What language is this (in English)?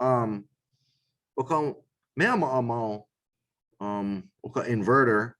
Hawaiian